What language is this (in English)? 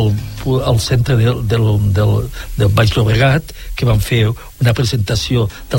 Catalan